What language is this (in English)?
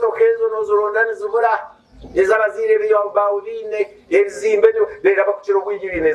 Nyankole